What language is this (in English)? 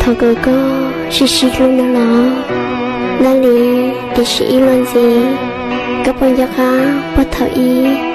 Hmong